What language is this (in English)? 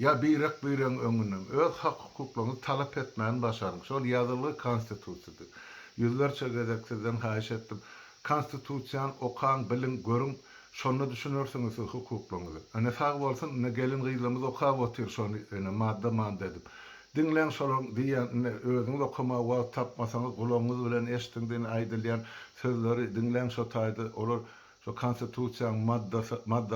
Turkmen